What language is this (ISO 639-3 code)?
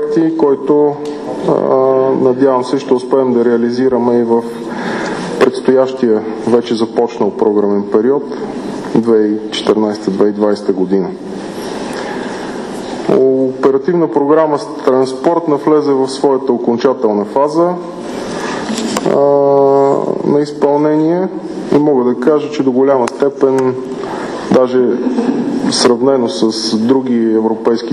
bul